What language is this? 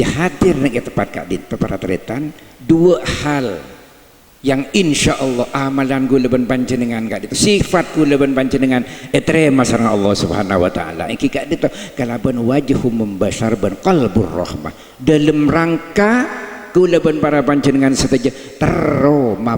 Madurese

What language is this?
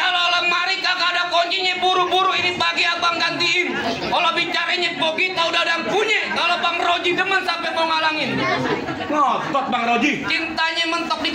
Betawi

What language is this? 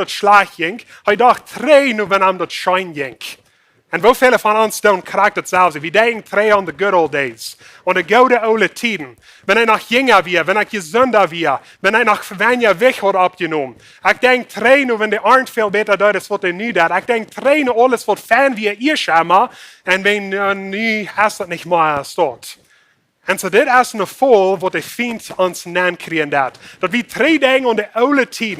Plautdietsch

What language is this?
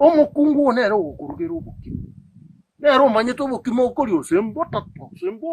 Gusii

